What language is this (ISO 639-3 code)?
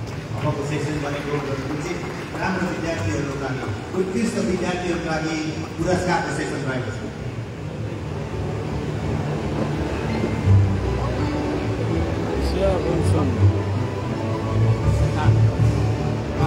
msa